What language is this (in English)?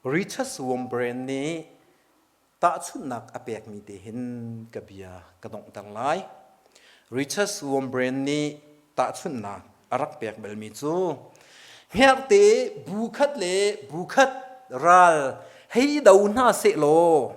Hakha Chin